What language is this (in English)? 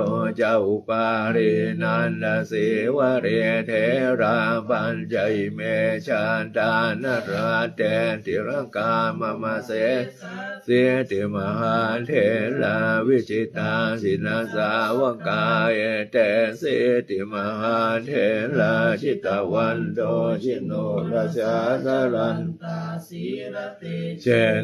Pali